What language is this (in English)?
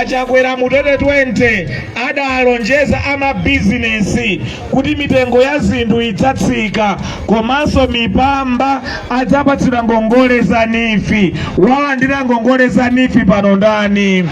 Nyanja